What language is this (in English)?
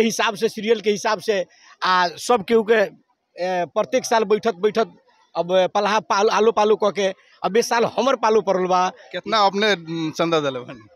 Bhojpuri